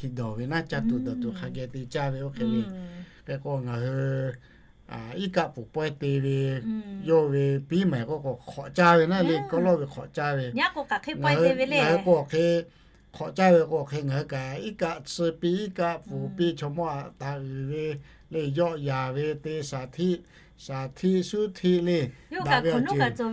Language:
Lahu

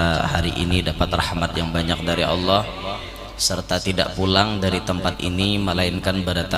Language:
Banjar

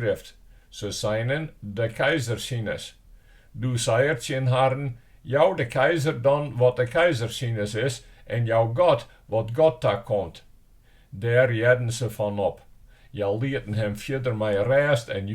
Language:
Western Frisian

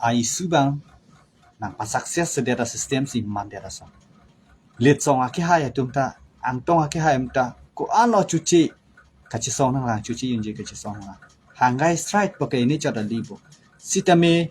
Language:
Karbi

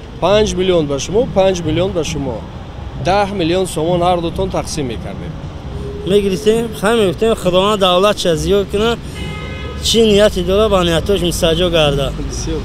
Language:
Tajik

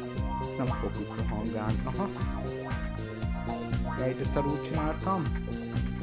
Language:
Hungarian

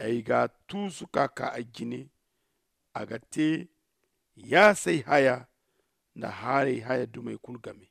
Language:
Zarma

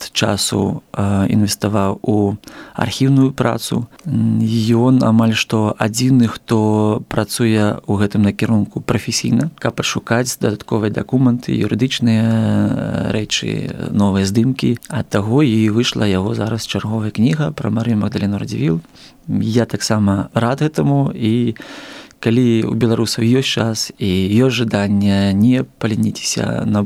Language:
Belarusian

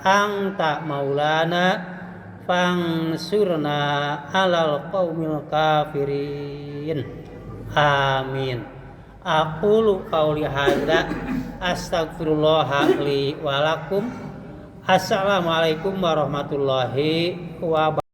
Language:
Sundanese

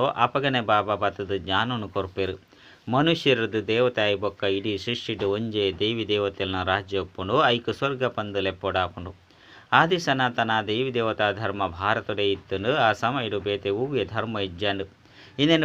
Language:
Tulu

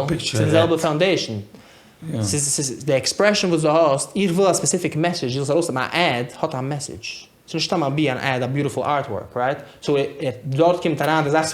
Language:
Yiddish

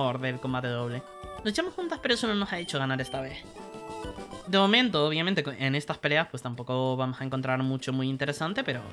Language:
Spanish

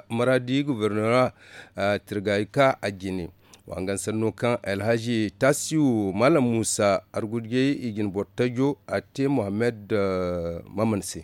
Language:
Zarma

